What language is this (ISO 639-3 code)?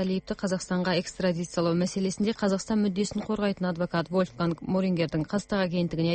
kir